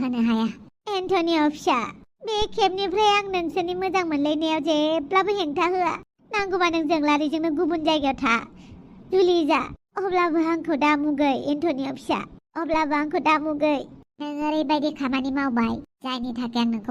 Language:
Bodo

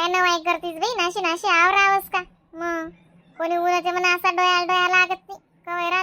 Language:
Khandesi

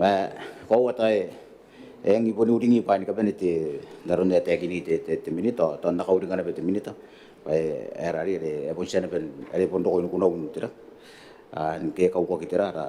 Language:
Gilbertese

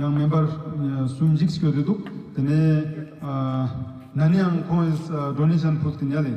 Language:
Ladakhi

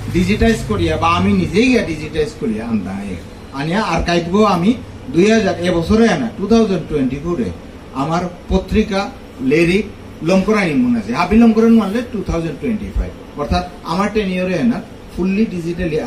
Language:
Bishnupriya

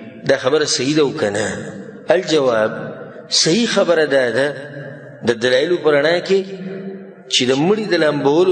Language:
Pashto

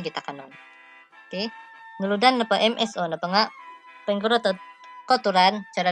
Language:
Central Dusun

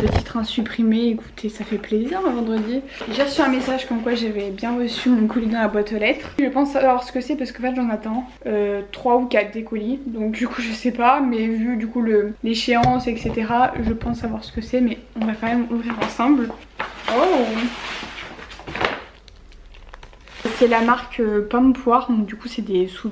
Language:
French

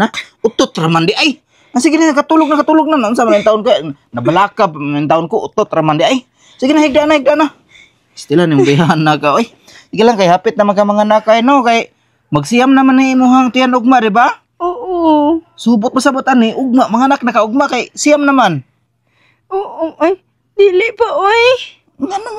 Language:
Cebuano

